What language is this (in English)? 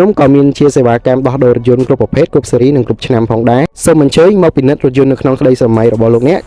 Khmer